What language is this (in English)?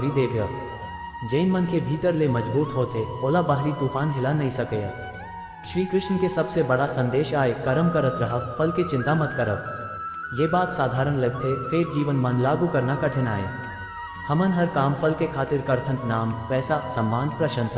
Chhattisgarhi